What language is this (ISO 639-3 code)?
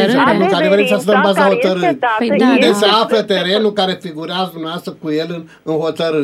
ron